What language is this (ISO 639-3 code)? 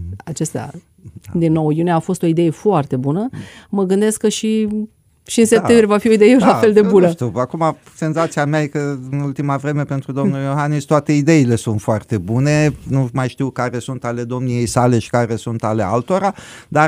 ron